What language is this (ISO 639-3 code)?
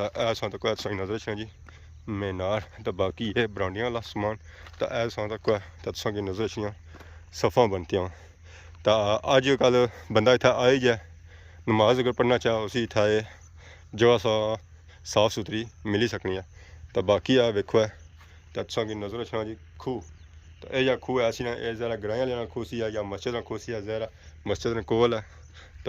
phr